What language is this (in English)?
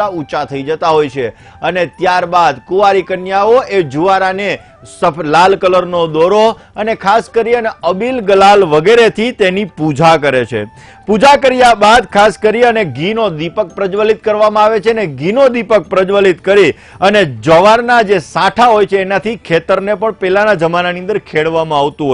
Gujarati